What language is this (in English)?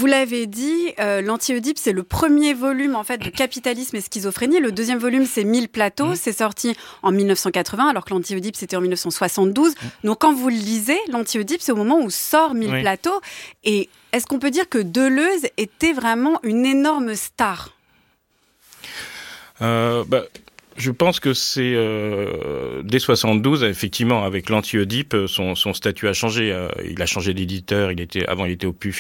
French